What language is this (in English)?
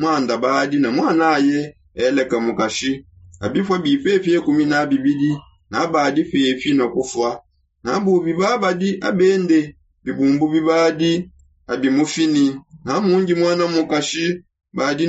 Songe